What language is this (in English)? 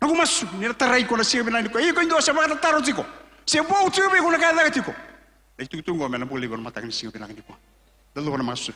Fijian